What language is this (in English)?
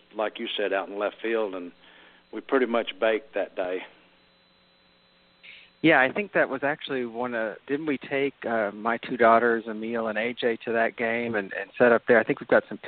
English